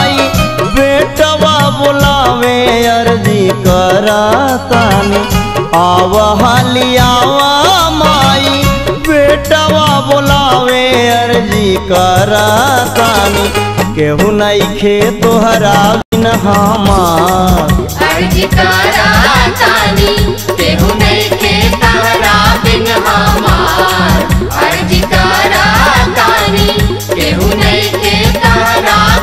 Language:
Bhojpuri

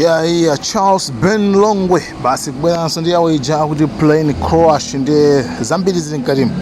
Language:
Nyanja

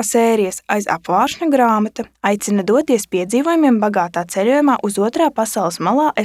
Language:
Latvian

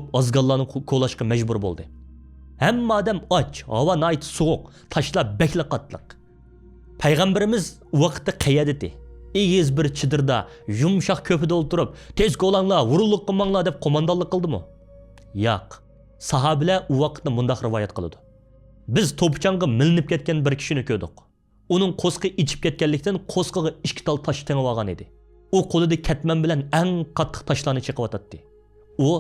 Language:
Uyghur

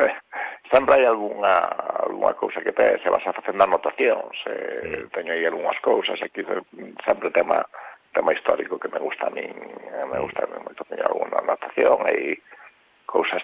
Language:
Galician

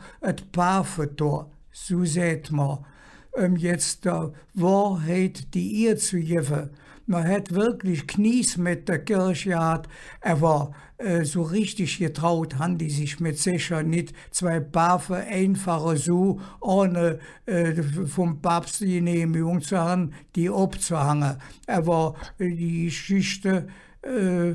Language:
Colognian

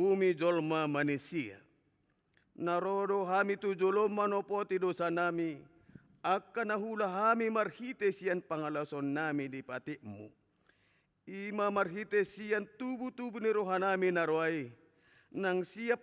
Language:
Batak Toba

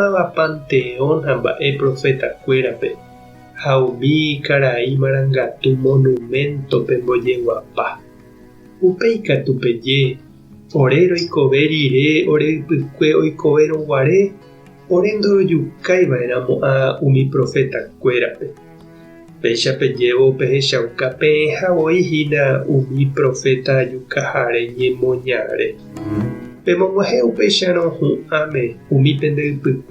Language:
Guarani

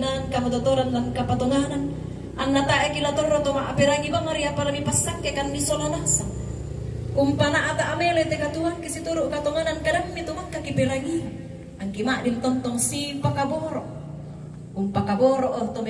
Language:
Toraja-Sa'dan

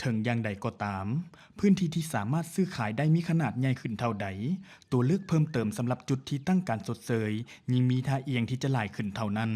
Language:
Lao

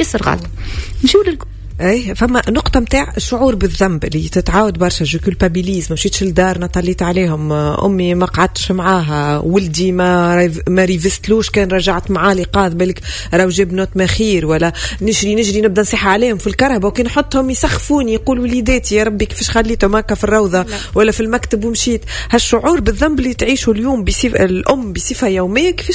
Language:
Tunisian Arabic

